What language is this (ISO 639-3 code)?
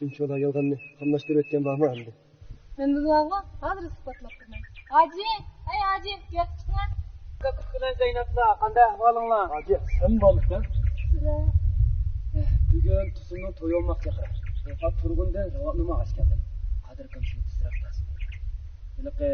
uig